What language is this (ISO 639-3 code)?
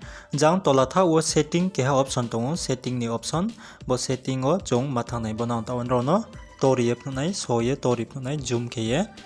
ria